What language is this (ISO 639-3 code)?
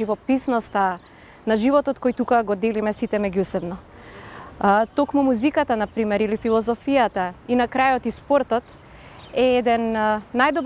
mkd